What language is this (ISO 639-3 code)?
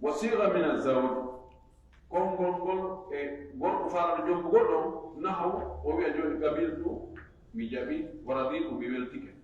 ful